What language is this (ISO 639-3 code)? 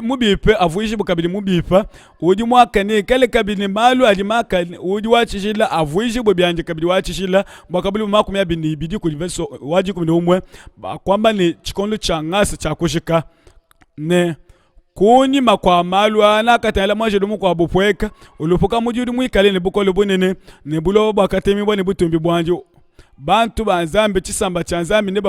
lua